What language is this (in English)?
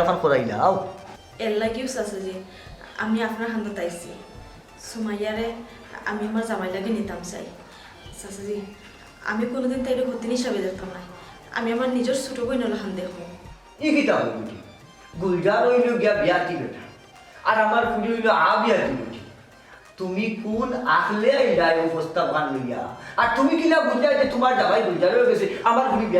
Sylheti